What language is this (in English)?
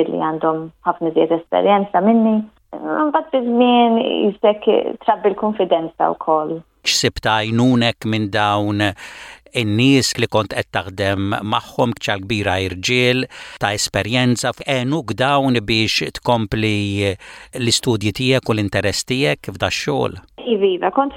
Maltese